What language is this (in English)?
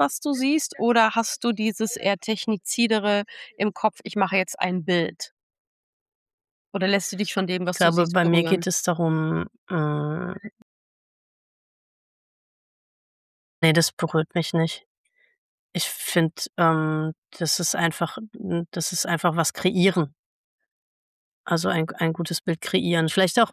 German